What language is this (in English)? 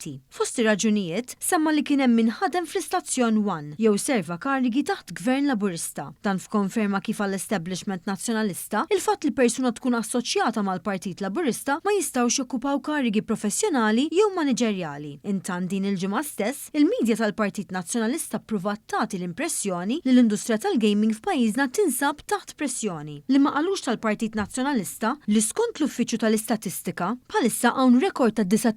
Maltese